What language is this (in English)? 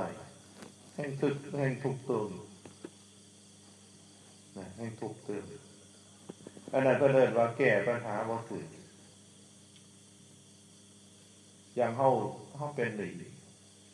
Northeastern Thai